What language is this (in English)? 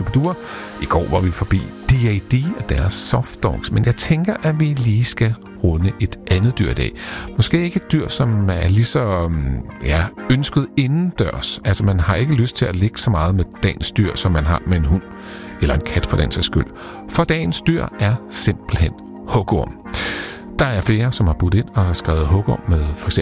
Danish